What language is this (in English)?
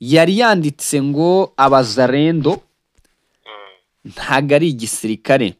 Kinyarwanda